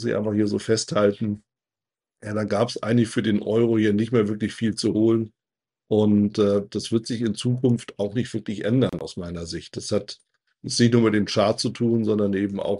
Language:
German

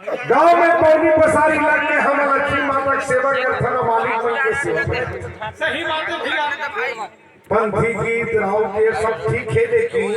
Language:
Chhattisgarhi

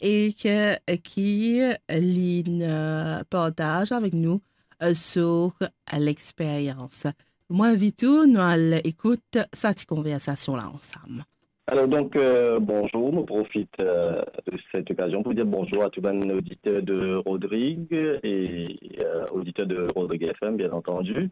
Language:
Morisyen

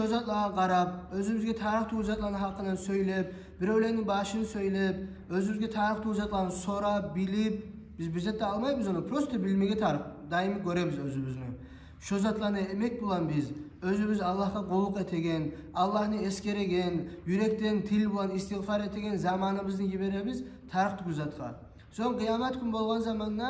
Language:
Kumyk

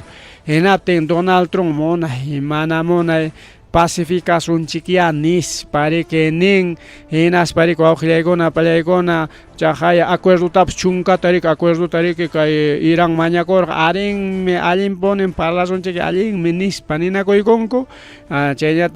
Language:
Ayacucho Quechua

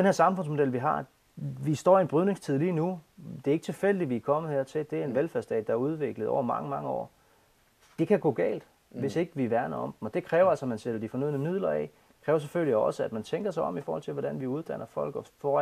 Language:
Danish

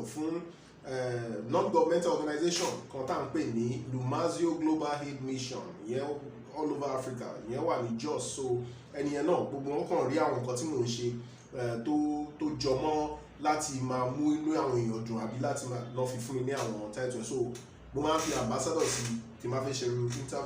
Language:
Yoruba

